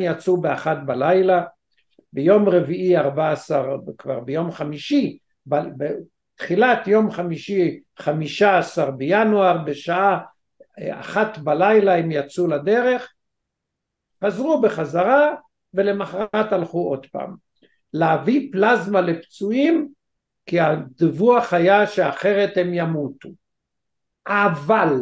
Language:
Hebrew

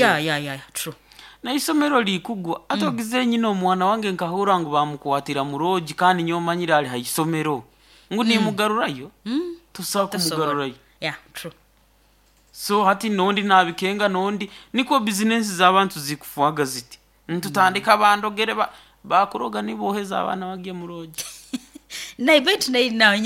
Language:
Nyoro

